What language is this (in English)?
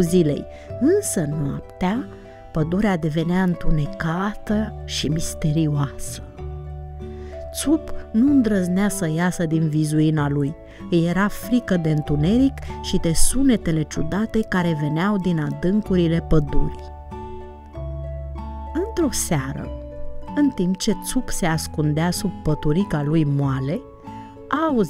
Romanian